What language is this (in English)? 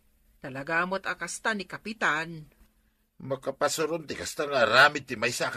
Iloko